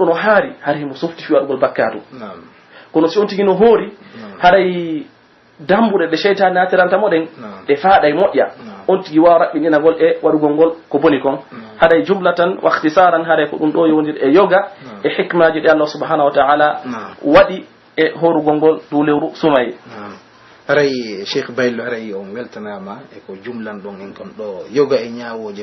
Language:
Pular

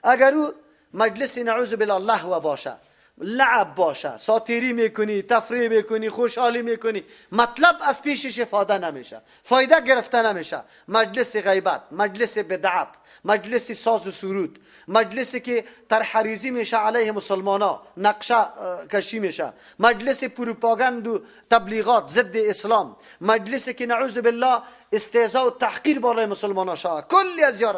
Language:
Persian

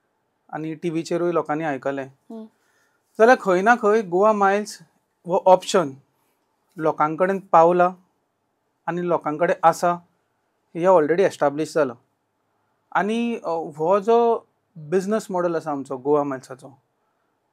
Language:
Konkani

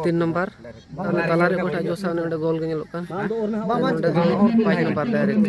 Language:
Santali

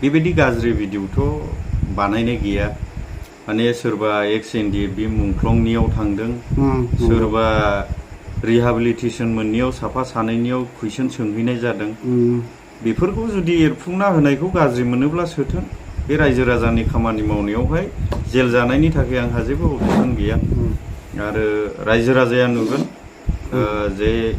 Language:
Bodo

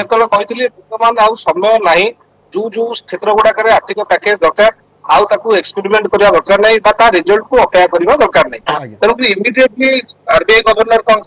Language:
Odia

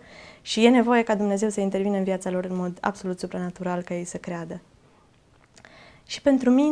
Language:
Romanian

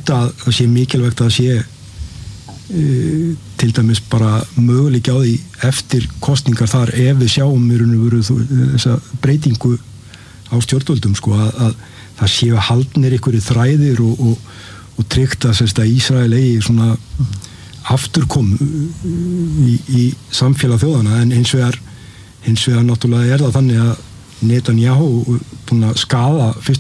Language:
Icelandic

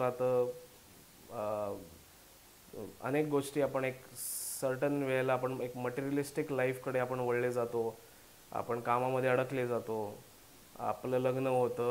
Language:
Marathi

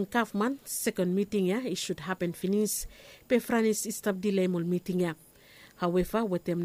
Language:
Bislama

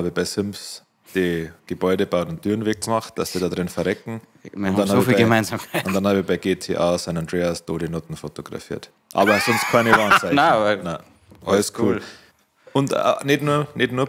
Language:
Bavarian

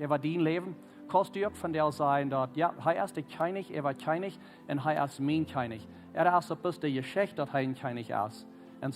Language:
Plautdietsch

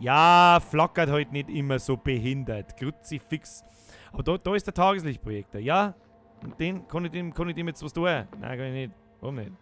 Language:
Bavarian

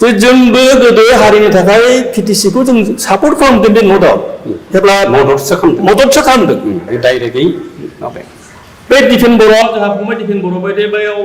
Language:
Bodo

